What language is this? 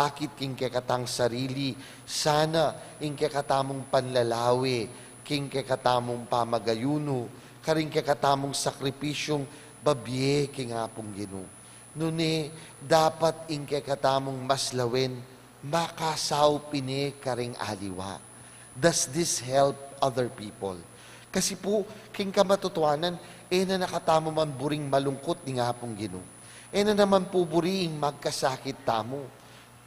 Pampanga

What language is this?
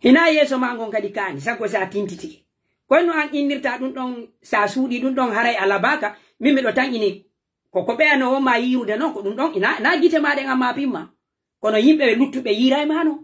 Pular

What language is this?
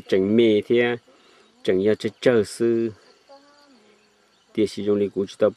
Vietnamese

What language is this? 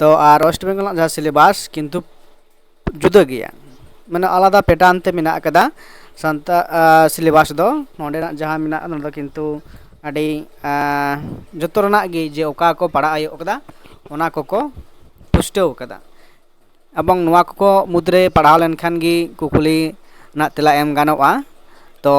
Santali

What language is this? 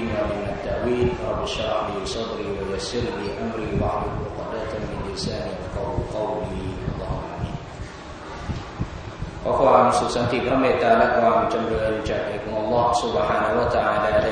Thai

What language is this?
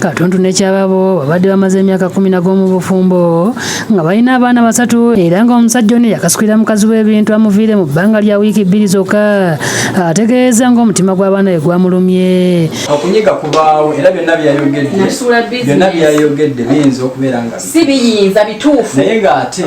Ganda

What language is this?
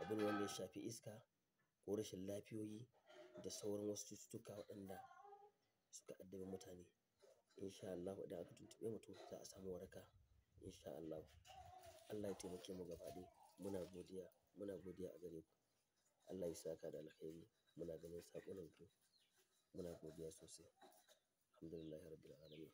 Hausa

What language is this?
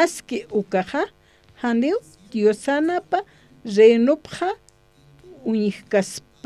Aymara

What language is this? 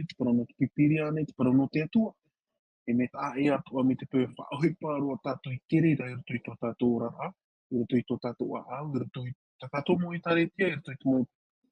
Tahitian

